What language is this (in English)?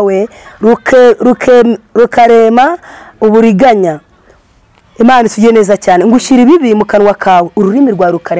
Kinyarwanda